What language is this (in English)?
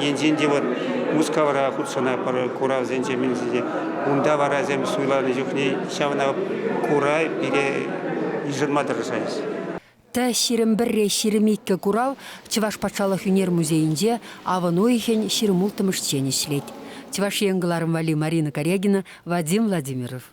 Chuvash